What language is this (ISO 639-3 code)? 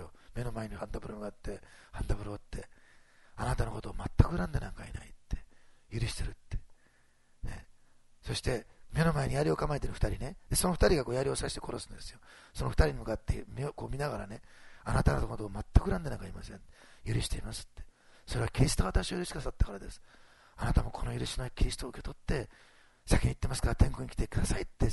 jpn